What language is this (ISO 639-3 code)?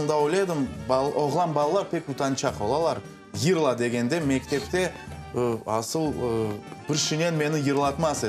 crh